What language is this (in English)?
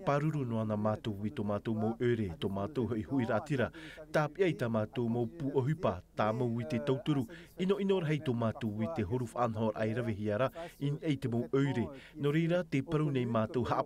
Tahitian